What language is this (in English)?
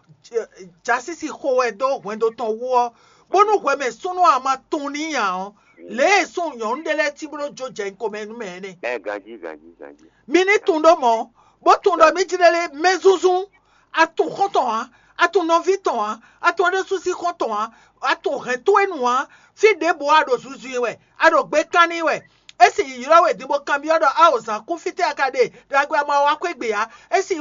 Fon